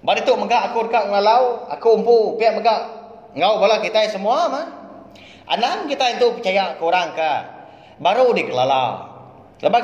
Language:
Iban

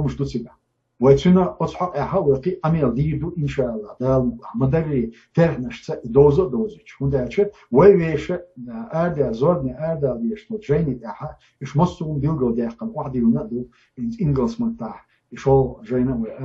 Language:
Chechen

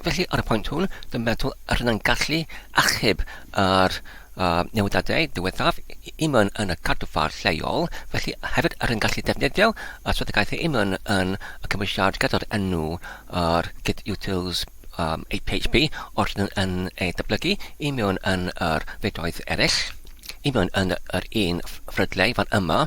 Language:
Welsh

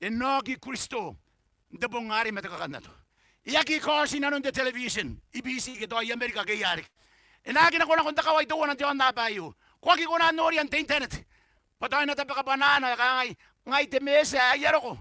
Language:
Gilbertese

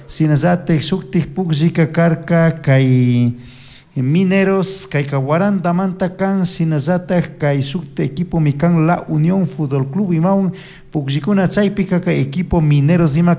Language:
Chimborazo Highland Quichua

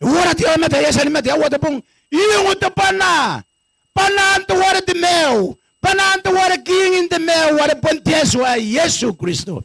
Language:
Gilbertese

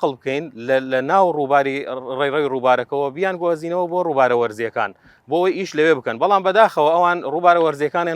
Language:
Central Kurdish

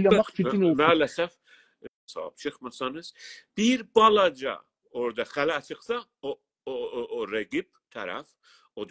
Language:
South Azerbaijani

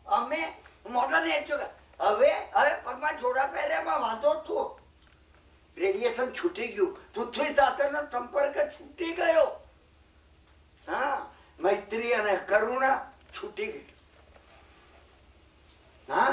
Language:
Gujarati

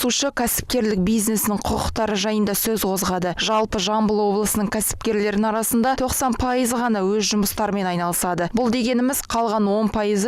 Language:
Kazakh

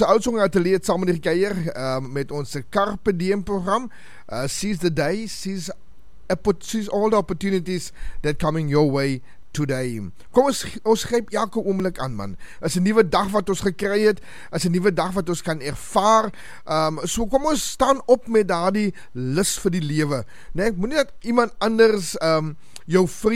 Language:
Afrikaans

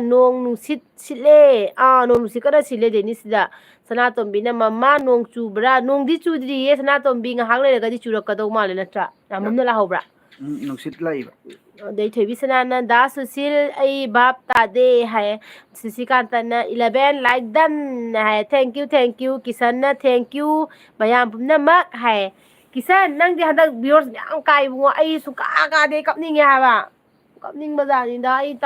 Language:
Manipuri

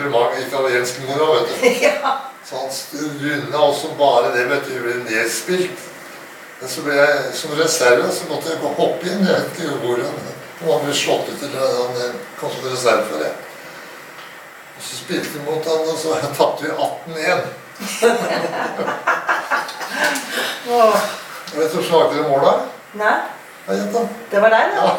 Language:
Norwegian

